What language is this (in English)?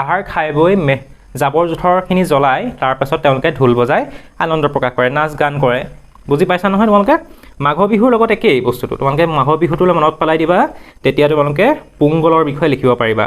Assamese